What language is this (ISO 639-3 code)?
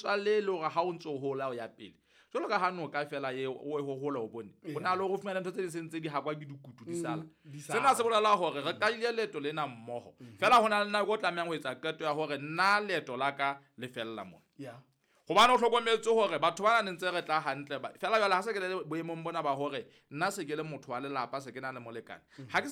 sot